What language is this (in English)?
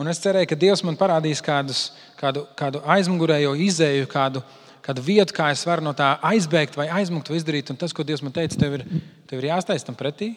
Latvian